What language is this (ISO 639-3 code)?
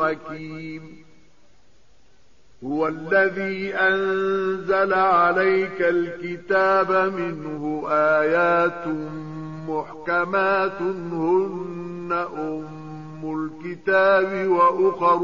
ara